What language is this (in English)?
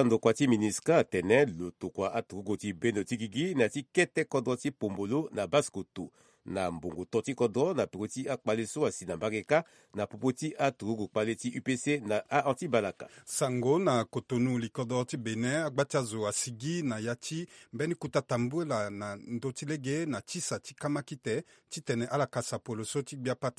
Sango